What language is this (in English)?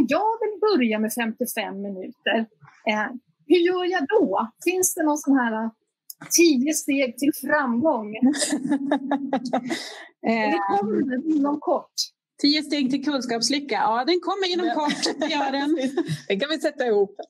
Swedish